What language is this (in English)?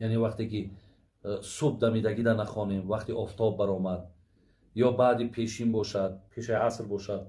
Tajik